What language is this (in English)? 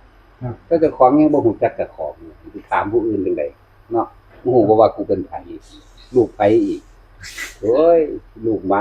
Northeastern Thai